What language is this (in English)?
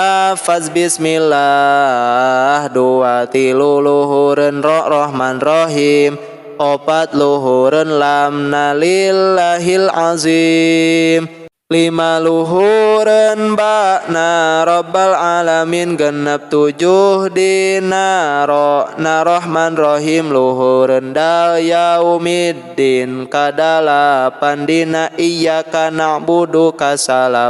Sundanese